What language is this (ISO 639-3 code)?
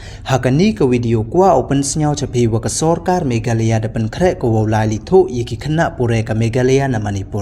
pbv